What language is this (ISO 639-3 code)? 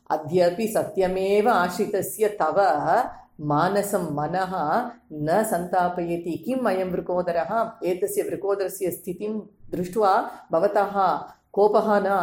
san